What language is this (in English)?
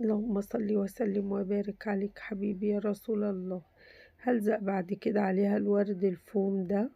Egyptian Arabic